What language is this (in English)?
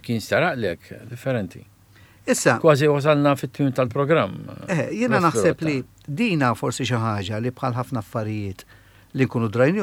Maltese